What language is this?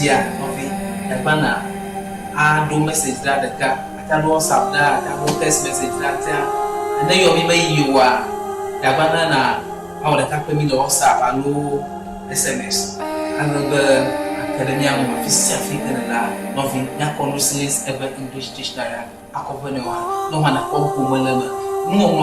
Ewe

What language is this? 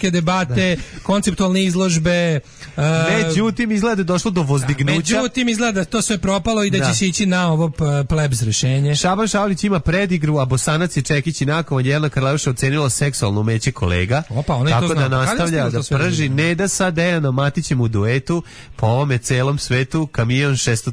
Serbian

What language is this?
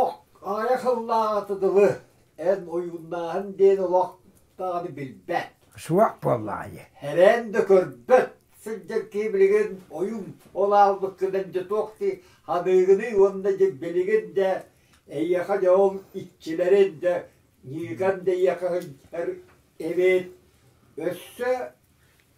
Yakut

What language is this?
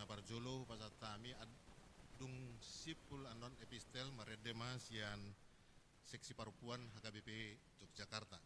Batak Toba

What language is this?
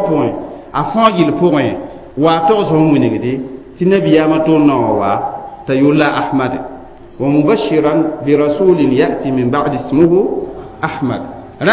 Mossi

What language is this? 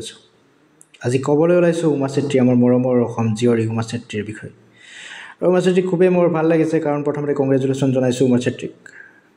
Assamese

